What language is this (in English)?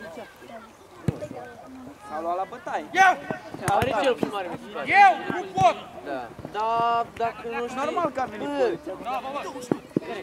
Romanian